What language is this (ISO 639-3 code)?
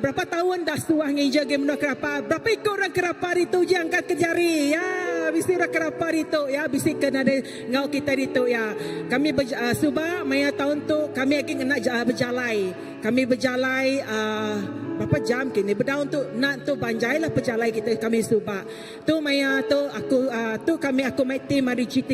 iba